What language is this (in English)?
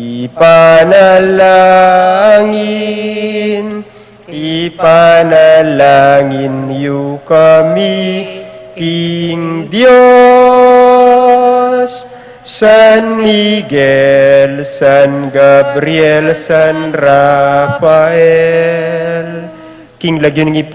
Pampanga